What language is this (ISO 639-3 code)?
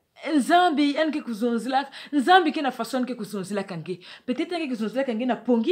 ktu